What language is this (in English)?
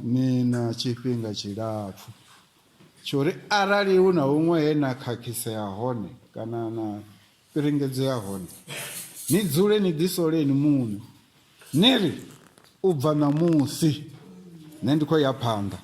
Venda